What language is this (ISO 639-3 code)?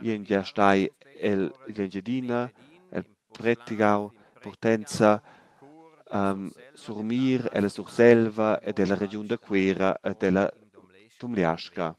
roh